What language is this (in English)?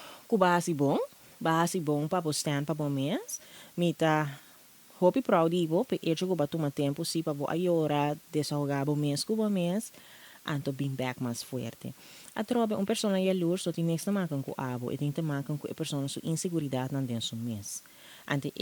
Papiamento